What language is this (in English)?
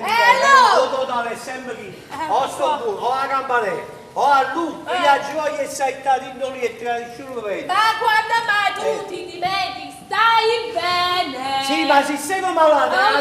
Neapolitan